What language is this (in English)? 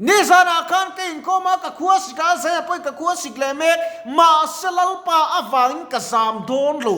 Mizo